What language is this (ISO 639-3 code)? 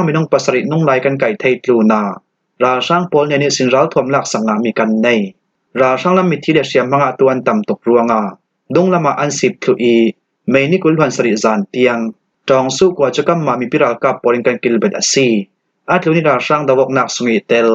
cfm